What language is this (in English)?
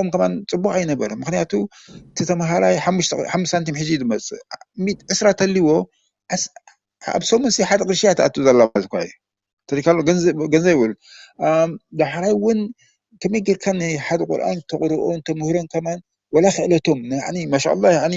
Tigrinya